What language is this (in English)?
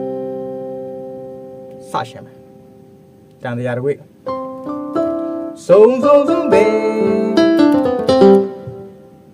Burmese